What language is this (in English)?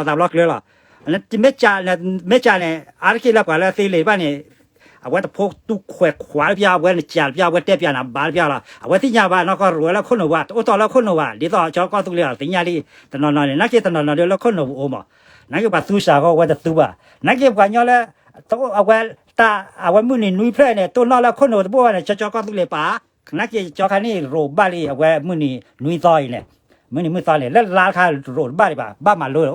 S'gaw Karen